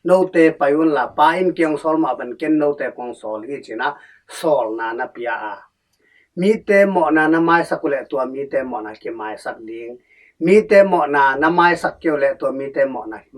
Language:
Tedim Chin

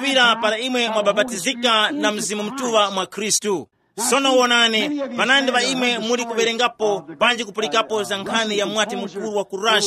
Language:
Tumbuka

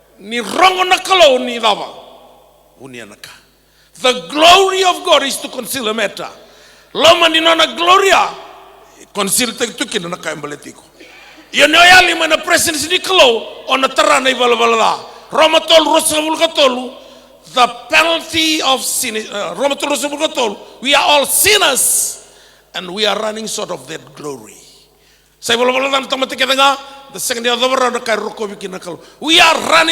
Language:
Fijian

